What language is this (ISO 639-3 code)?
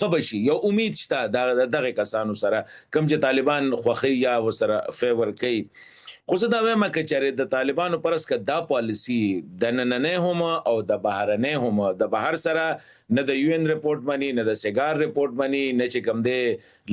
pus